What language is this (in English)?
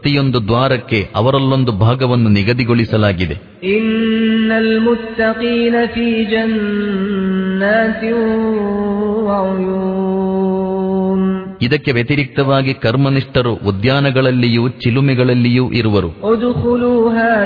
Kannada